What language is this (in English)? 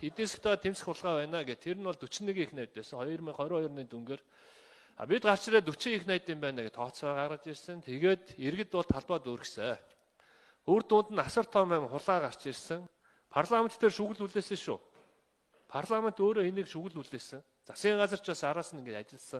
Mongolian